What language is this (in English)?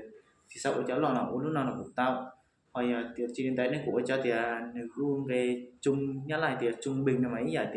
Hmong